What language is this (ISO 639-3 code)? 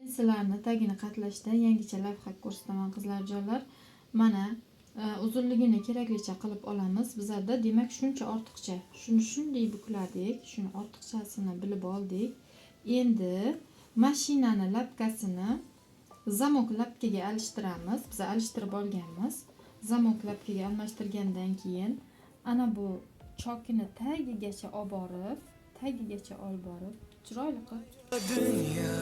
uzb